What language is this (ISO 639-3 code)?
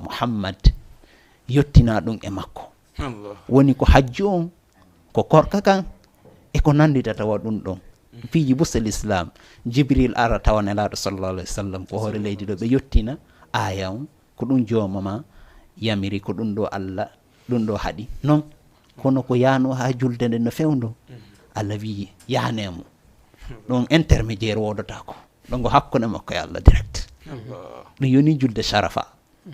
ful